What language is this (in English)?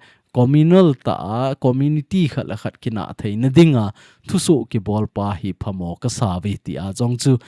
Thado Chin